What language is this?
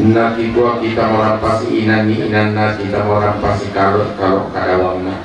Toraja-Sa'dan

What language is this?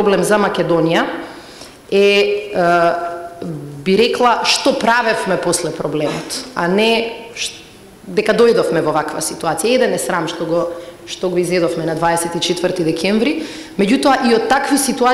Macedonian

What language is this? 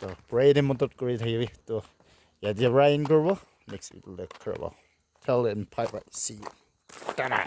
Naga Pidgin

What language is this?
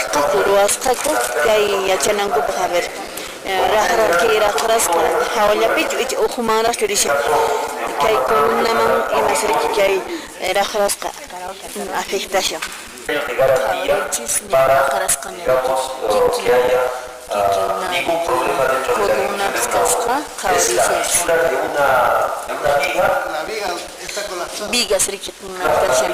Quechua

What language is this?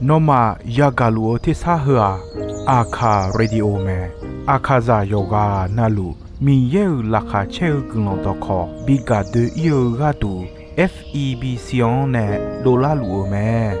Akha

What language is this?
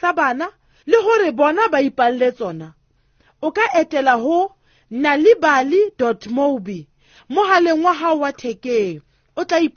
Southern Sotho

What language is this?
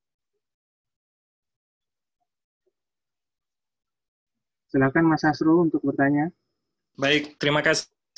Indonesian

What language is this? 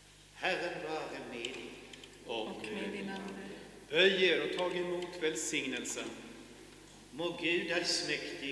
Swedish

